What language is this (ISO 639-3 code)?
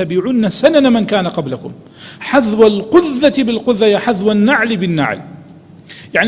ckb